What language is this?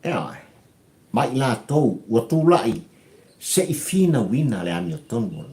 Samoan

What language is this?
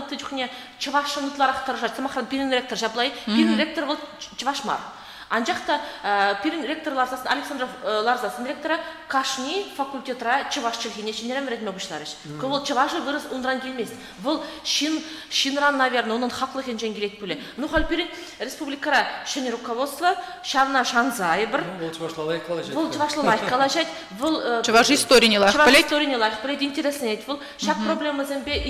Chuvash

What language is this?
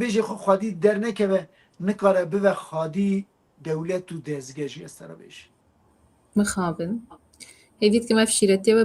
Kurdish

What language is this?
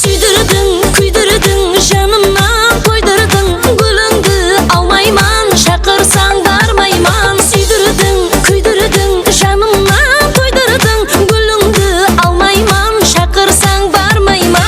Kara-Kalpak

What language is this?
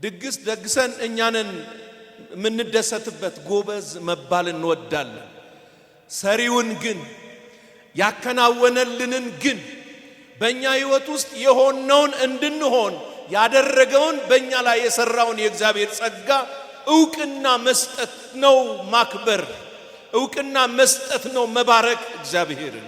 Amharic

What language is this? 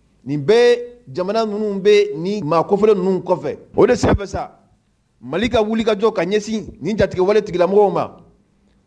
Mandingo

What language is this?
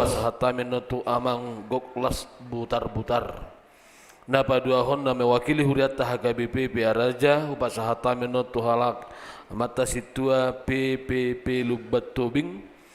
Batak Toba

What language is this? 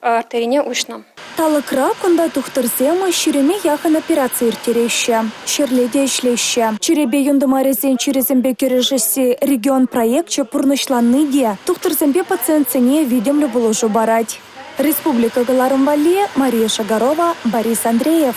Chuvash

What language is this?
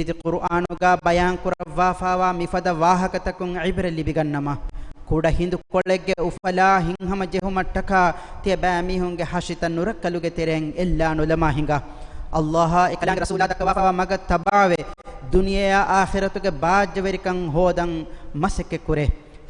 Divehi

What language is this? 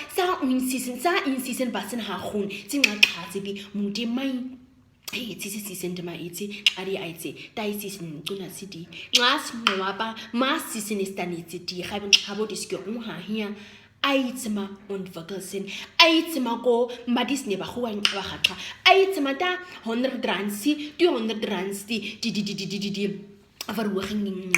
Nama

